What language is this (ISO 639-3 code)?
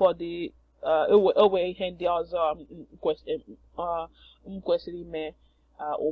ibo